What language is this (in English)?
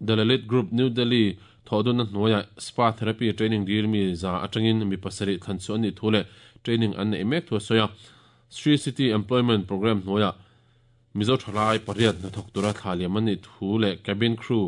Mizo